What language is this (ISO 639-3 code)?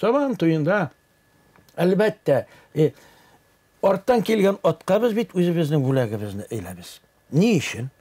tat